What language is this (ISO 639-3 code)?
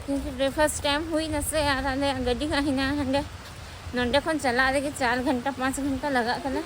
sat